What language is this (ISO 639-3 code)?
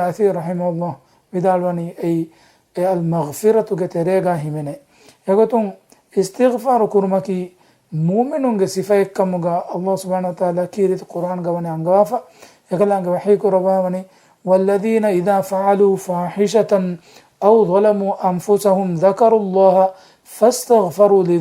div